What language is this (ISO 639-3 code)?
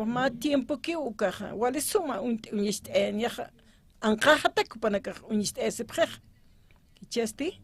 aym